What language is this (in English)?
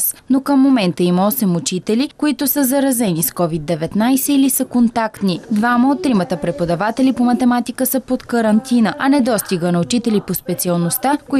Bulgarian